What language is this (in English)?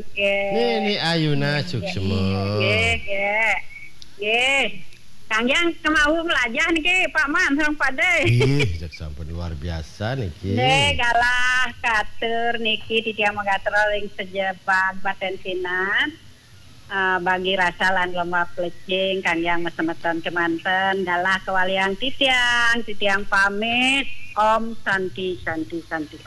Balinese